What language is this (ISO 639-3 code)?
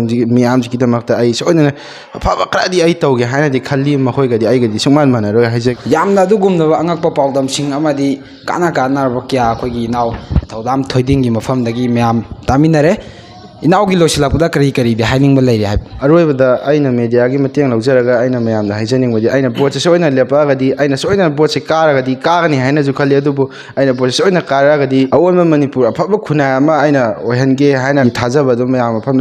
mni